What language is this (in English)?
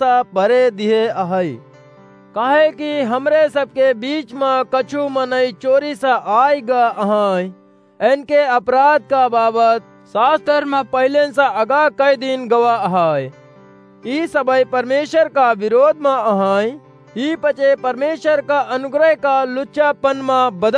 Awadhi